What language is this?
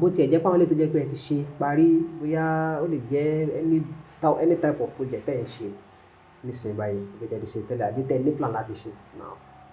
Yoruba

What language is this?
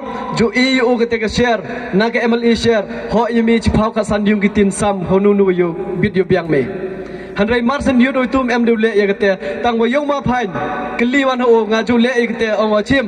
Pnar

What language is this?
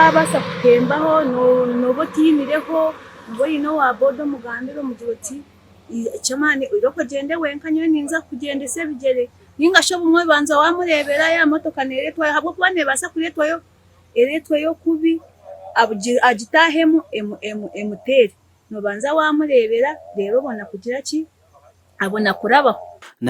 Nyankole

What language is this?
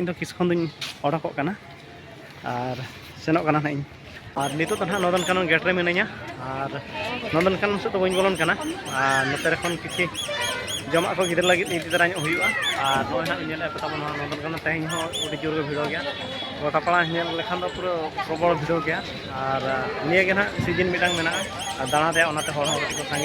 Santali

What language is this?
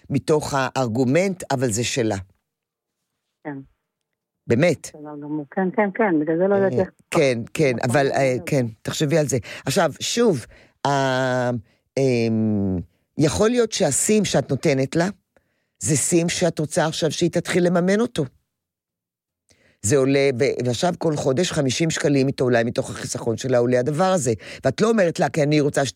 Hebrew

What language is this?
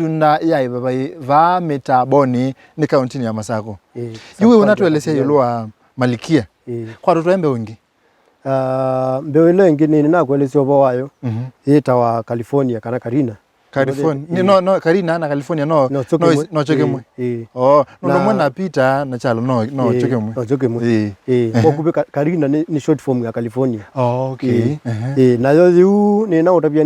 Kamba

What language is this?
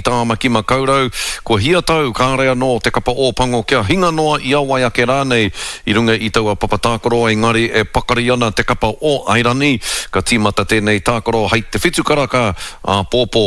Māori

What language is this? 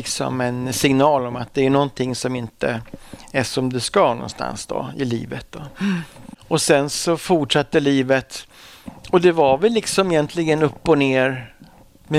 Swedish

